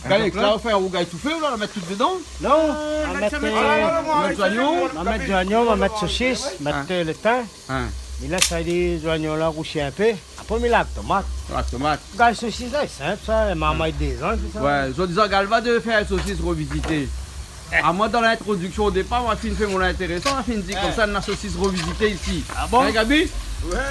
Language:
Réunion Creole French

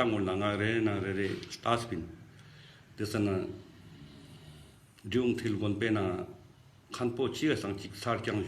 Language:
Ladakhi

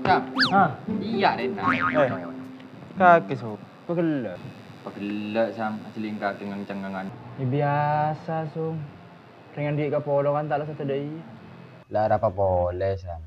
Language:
Madurese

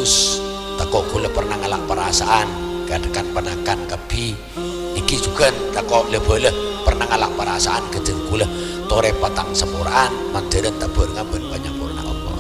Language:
Madurese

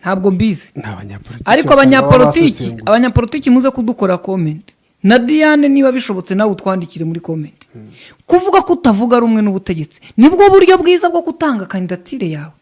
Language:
Kinyarwanda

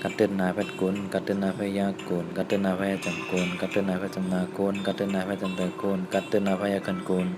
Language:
Shan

